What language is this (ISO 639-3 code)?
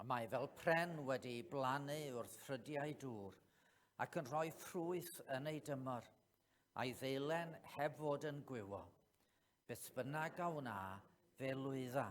cym